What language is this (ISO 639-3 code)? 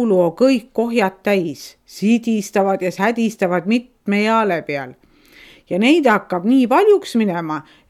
est